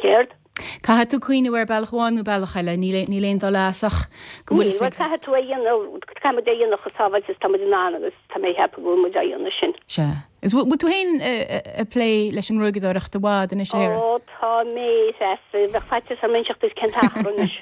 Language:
Irish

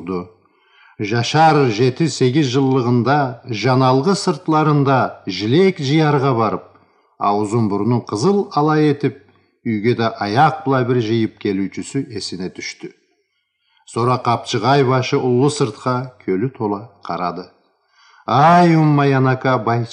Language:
Karachay-Balkar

